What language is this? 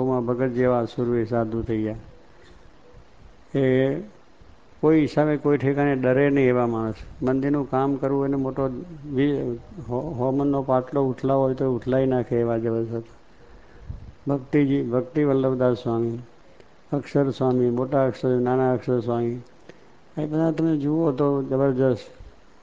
Gujarati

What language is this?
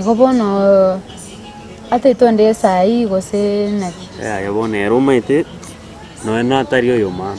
Gusii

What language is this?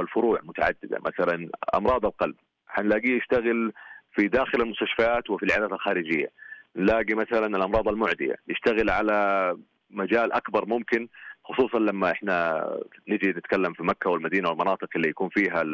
Najdi Arabic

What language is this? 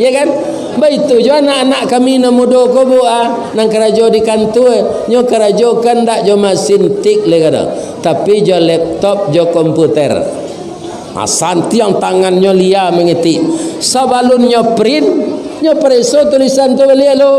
Minangkabau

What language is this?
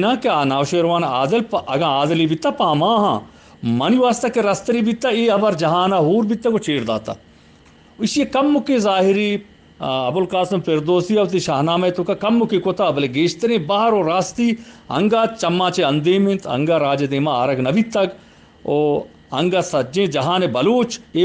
Eastern Balochi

